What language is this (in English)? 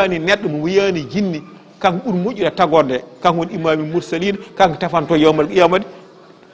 Fula